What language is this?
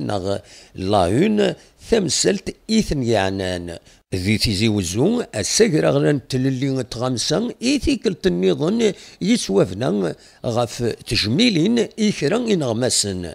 Kabyle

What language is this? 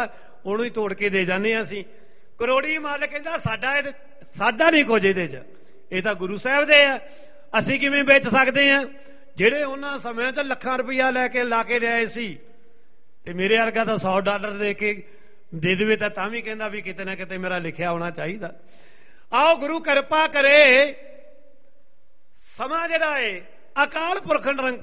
Punjabi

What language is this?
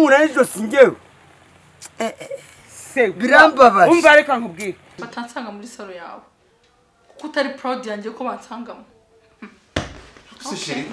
Kinyarwanda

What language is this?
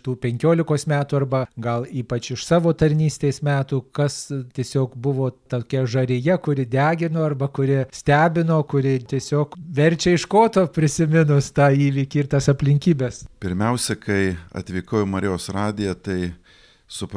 Lithuanian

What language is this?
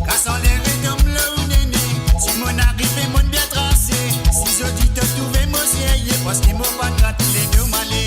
Morisyen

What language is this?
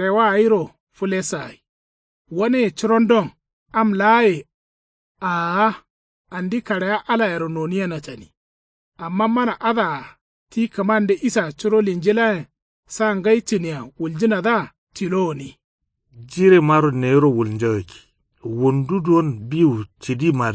Kanuri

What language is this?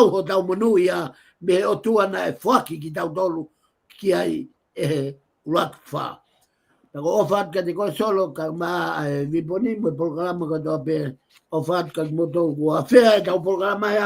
Tongan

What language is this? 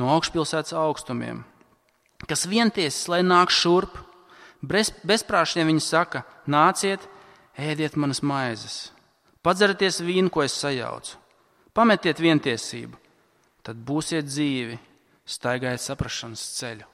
Latvian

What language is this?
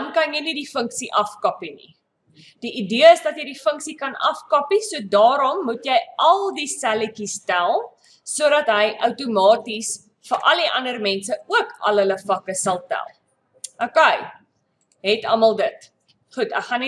Afrikaans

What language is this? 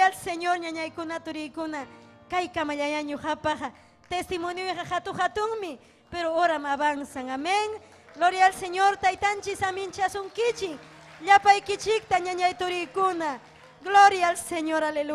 Ayacucho Quechua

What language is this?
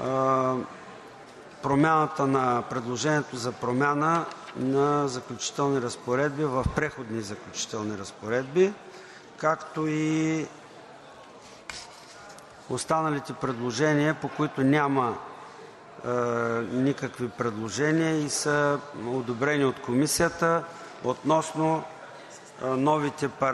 Bulgarian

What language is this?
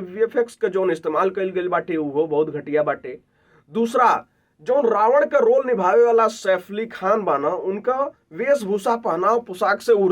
Bhojpuri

